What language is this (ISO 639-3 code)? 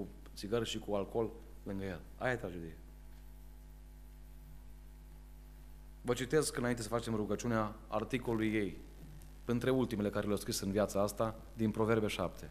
ron